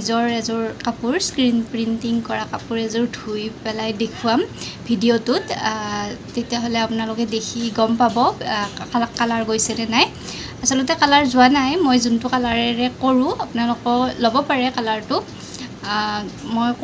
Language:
Assamese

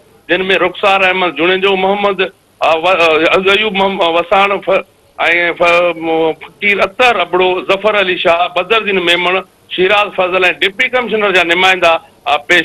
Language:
Sindhi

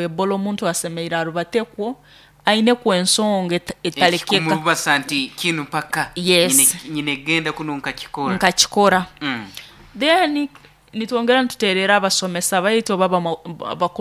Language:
Nyoro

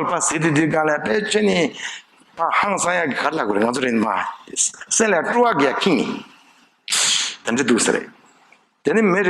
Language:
Tibetan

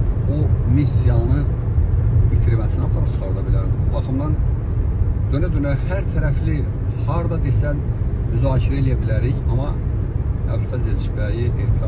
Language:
Azerbaijani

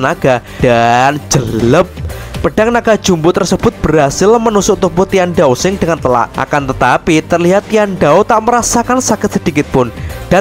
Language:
Indonesian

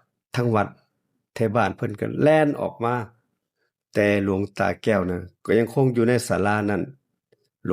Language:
Northeastern Thai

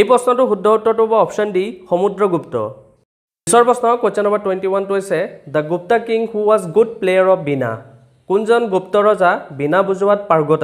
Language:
Assamese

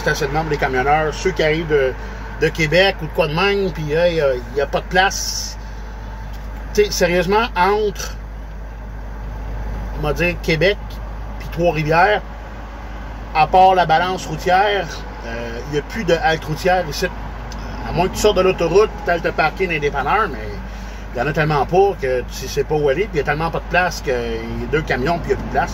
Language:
French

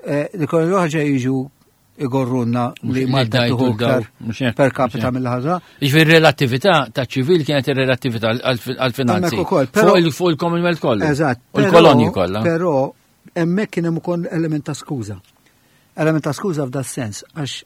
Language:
Maltese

